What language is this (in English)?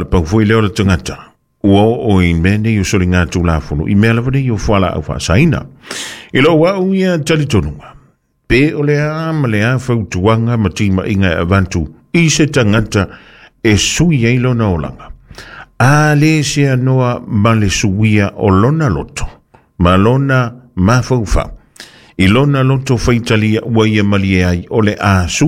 Samoan